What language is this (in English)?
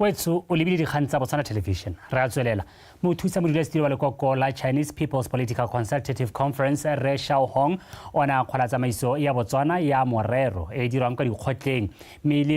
Tswana